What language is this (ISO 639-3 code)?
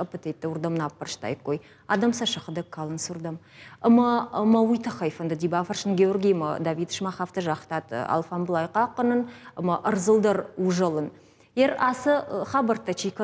oss